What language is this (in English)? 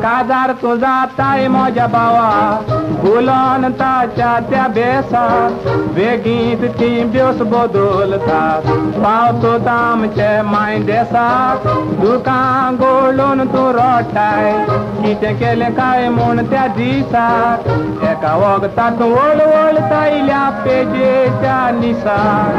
Konkani